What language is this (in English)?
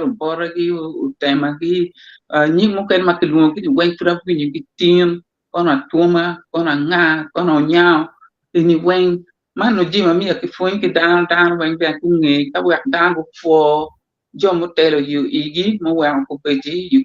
Acoli